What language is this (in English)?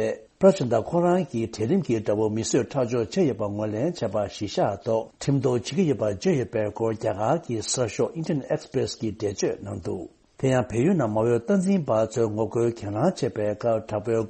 Tibetan